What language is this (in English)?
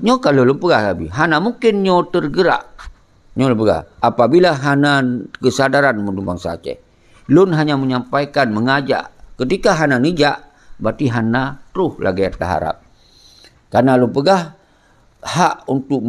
Achinese